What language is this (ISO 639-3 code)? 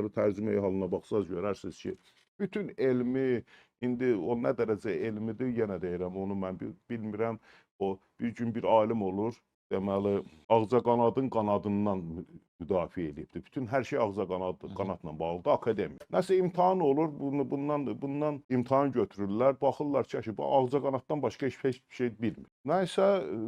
aze